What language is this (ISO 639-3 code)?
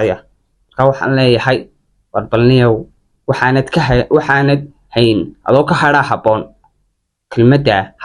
som